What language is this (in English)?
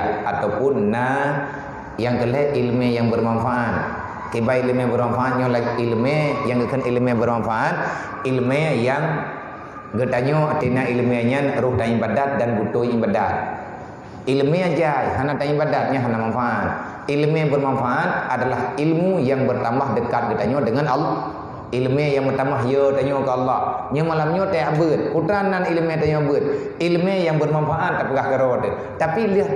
Achinese